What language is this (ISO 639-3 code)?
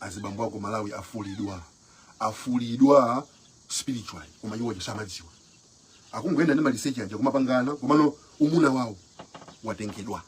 nya